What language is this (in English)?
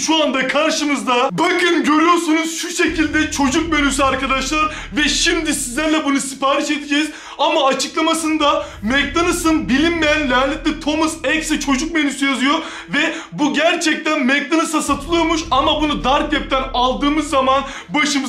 Turkish